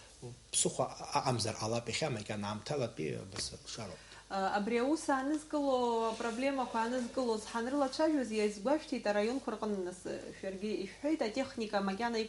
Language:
Abkhazian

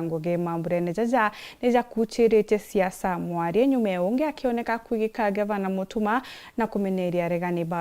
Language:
Meru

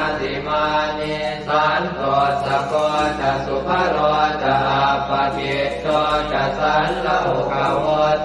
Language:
Pali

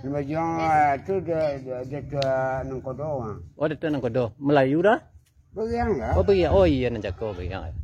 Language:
Minangkabau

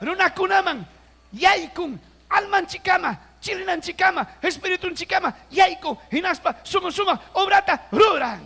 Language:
Ayacucho Quechua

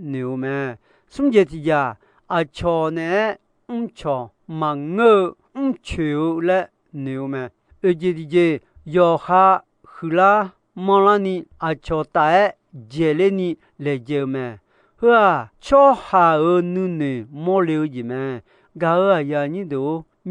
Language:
Akha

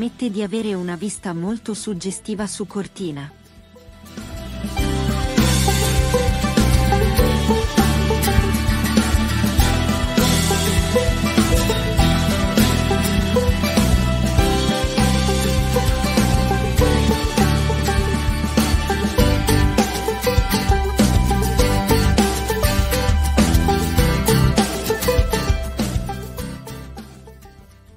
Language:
Italian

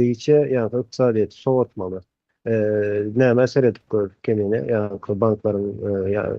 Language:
Turkmen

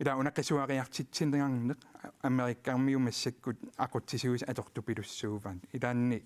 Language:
Kalaallisut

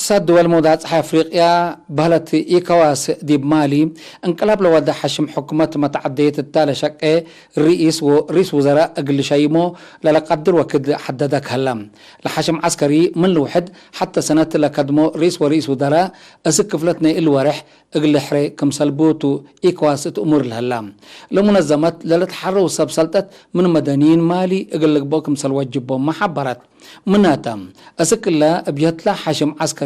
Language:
Tigre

